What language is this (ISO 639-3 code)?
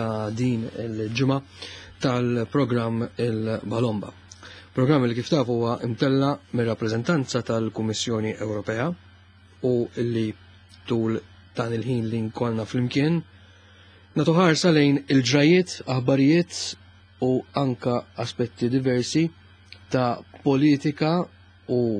mlt